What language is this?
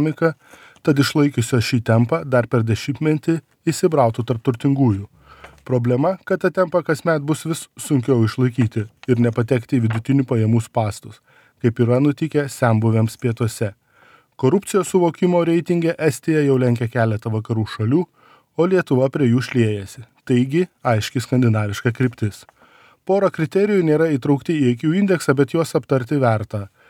Lithuanian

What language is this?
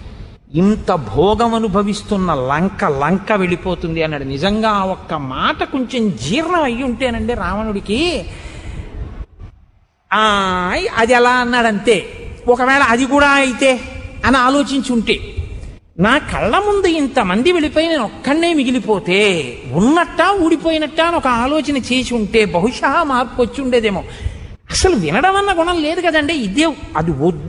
Telugu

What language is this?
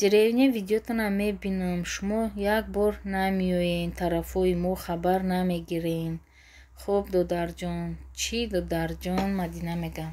Tajik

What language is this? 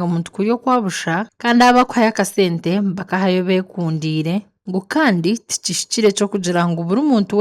Nyankole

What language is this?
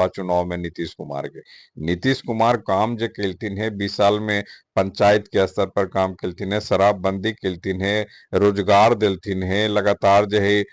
Magahi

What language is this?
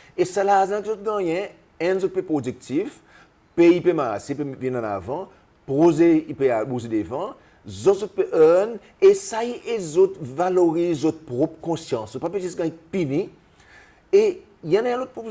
Seselwa Creole French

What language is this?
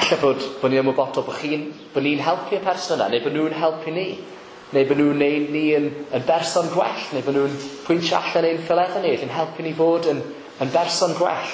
Welsh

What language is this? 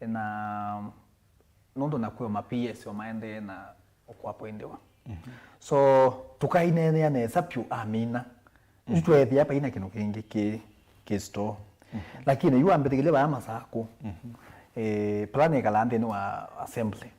Kamba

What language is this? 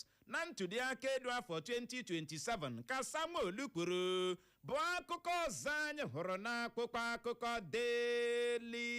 Igbo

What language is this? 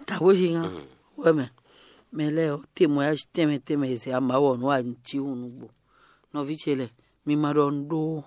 Fon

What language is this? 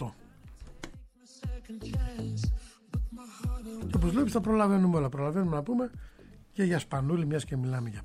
Greek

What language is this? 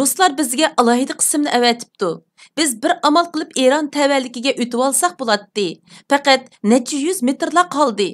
Uyghur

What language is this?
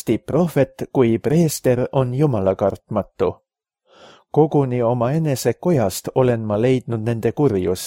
Estonian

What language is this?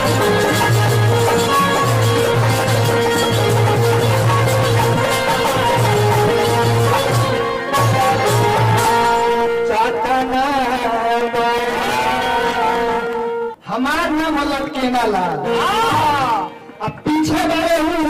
Bhojpuri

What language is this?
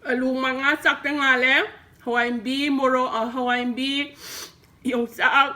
Manipuri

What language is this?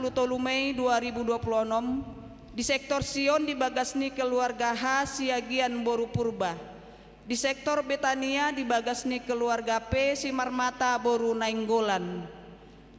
Batak Toba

